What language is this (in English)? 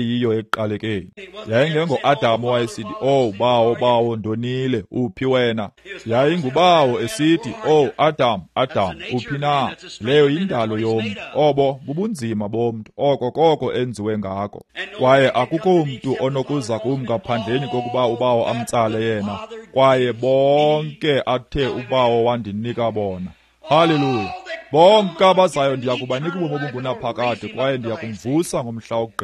Xhosa